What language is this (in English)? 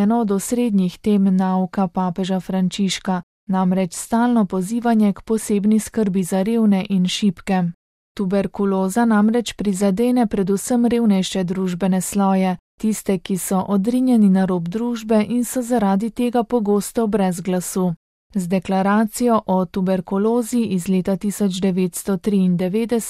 Slovenian